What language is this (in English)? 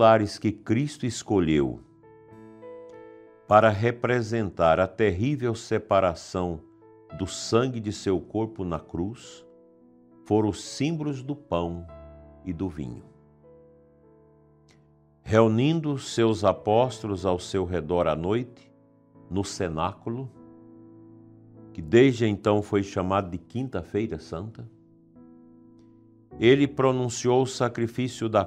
Portuguese